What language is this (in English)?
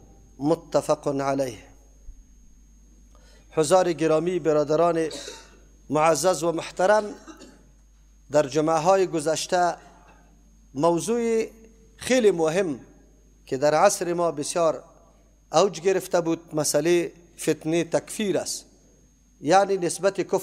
Persian